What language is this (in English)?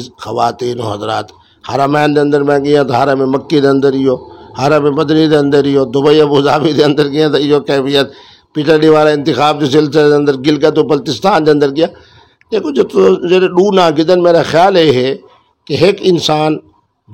Saraiki